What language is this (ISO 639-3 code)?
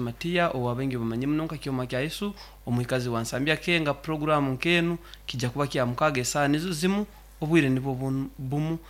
nyn